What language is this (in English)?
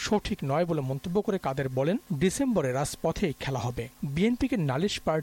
Bangla